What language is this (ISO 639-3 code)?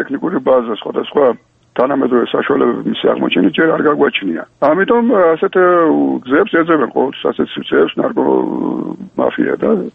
kat